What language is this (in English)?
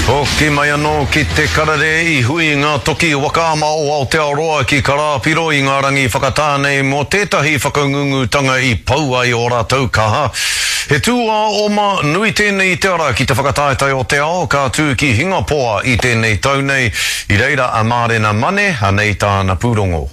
Māori